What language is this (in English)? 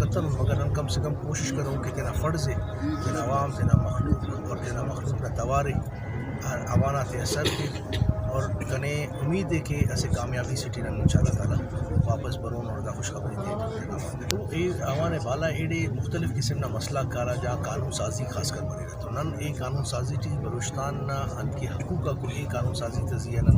Brahui